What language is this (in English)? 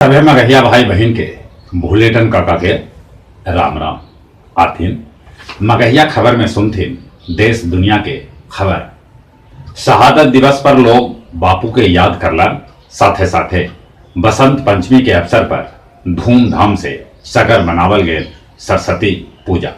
Magahi